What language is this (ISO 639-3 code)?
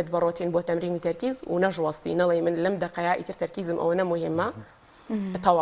ckb